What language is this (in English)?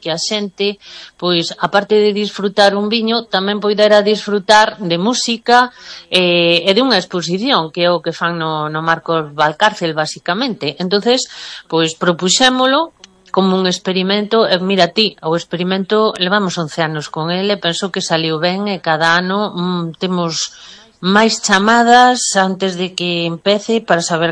Galician